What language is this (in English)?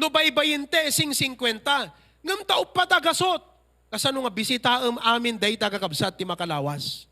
Iloko